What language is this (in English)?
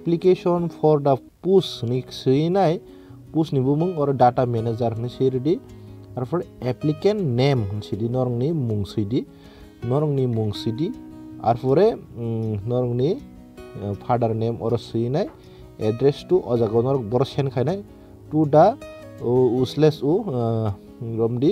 Kok Borok